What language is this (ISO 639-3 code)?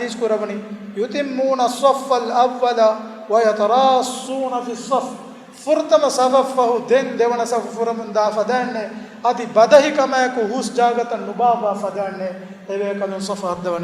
div